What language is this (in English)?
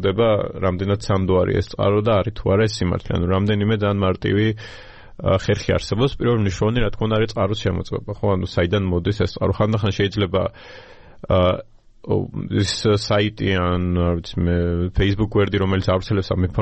Georgian